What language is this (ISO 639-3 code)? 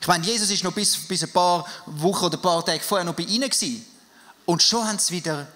gsw